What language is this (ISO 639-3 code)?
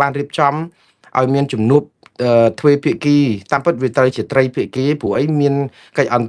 khm